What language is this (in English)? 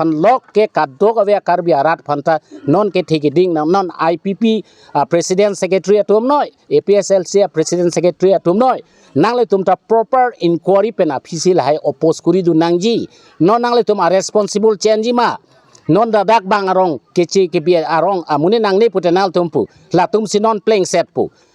Karbi